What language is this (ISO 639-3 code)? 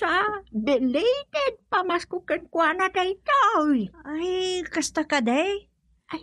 ilo